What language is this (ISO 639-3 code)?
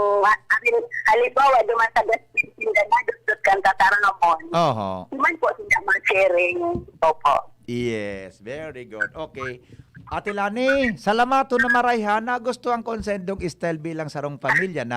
bik